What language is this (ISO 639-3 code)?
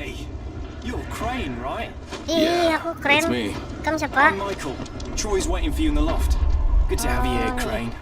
bjn